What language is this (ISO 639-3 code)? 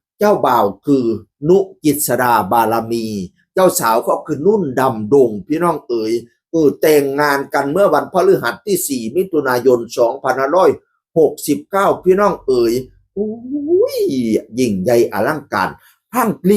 tts